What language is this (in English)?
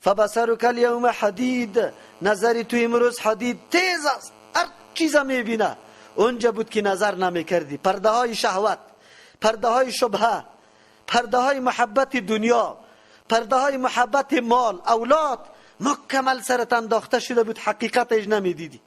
Persian